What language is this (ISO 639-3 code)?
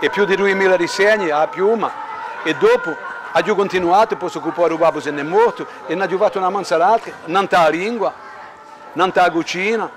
cos